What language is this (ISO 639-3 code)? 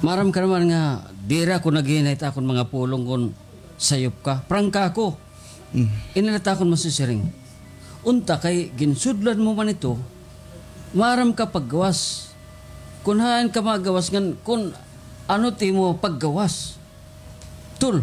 war